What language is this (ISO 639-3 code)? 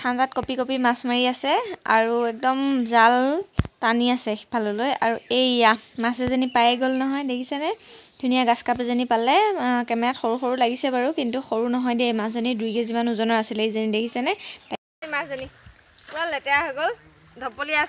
asm